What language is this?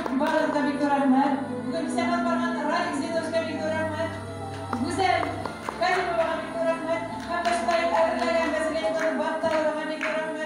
Bashkir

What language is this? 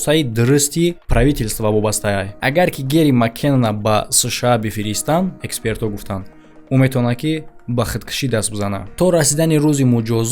Tajik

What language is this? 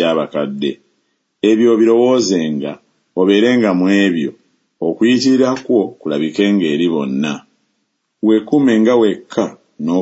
Ganda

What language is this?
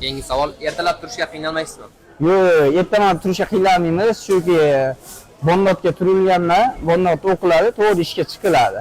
Uzbek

